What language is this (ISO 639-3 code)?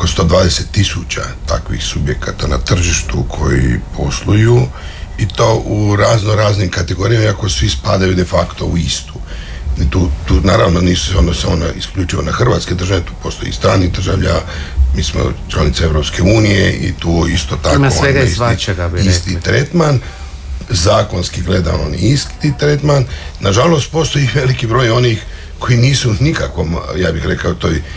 hrv